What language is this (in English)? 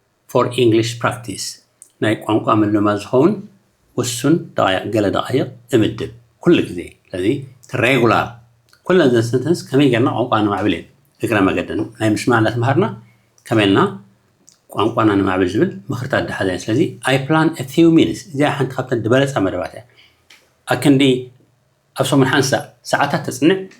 Tigrinya